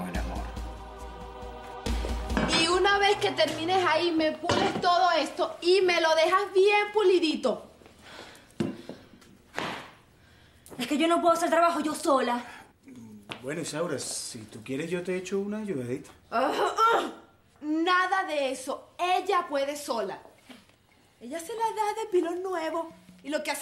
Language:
Spanish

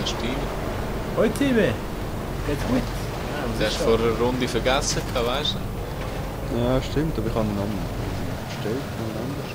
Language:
Swiss German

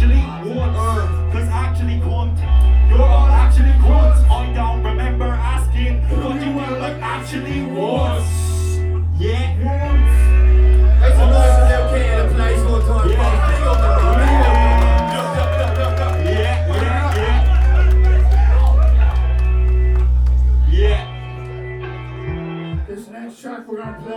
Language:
English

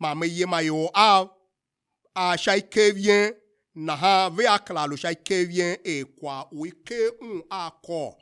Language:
Tiv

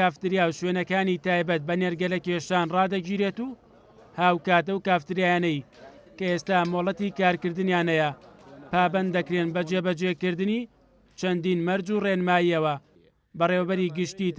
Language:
Central Kurdish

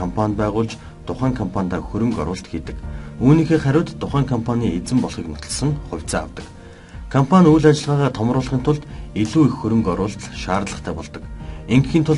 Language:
Mongolian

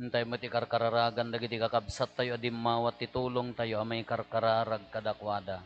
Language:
Iloko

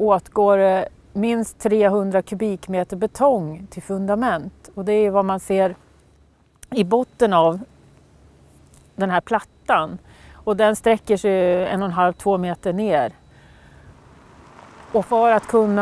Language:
Swedish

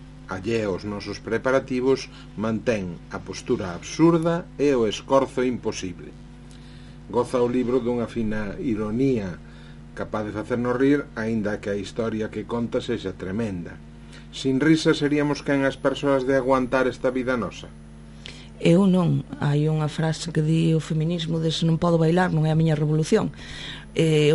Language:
Galician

